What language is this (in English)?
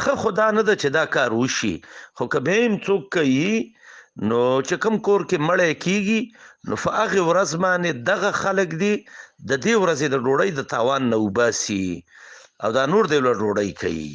Pashto